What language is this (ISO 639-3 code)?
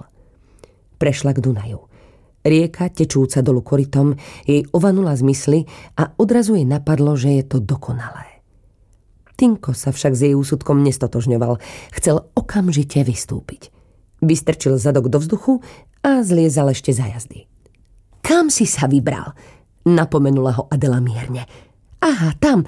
slk